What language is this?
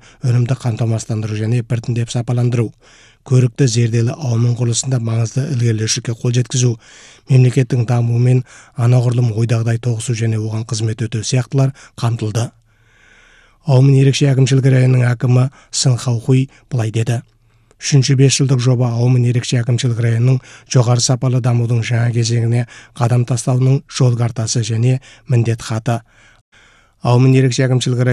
Kazakh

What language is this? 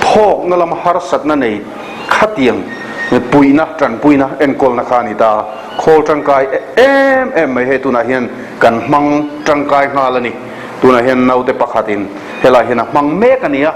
Mizo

